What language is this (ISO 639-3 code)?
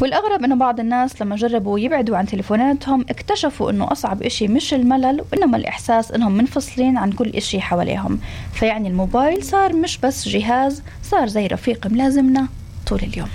apc